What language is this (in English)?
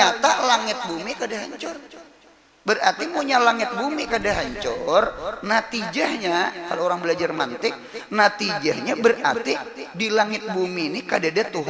Banjar